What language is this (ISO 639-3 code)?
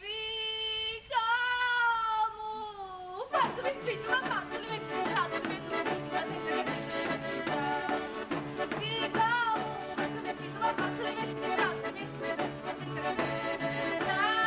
scn